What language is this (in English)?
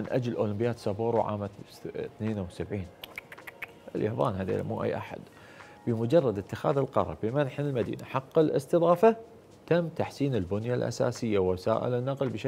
Gulf Arabic